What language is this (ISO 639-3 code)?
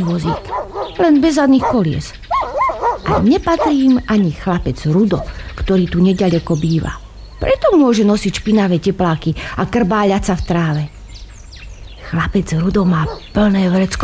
slk